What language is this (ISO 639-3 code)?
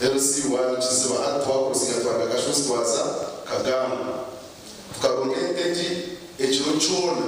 nyn